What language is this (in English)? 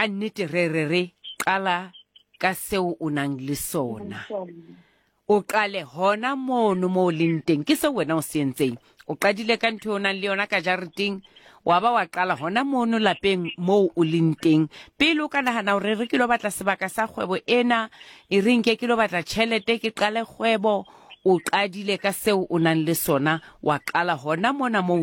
Southern Sotho